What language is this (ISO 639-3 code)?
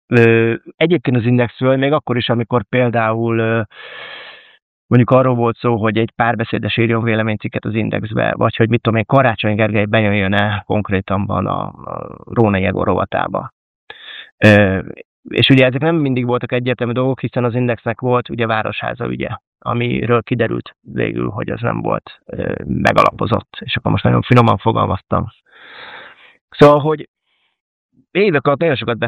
hun